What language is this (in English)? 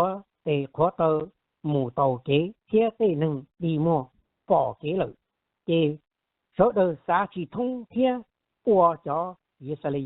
Hmong